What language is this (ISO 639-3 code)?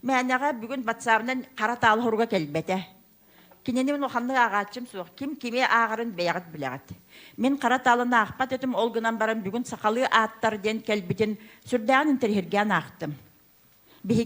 sah